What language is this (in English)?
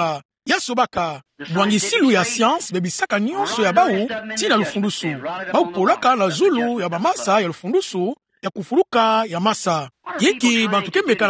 Kituba (Democratic Republic of Congo)